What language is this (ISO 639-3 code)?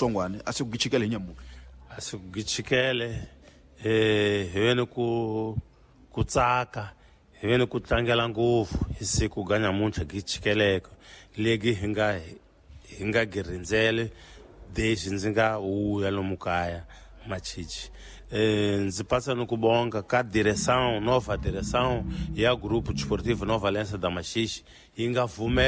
tso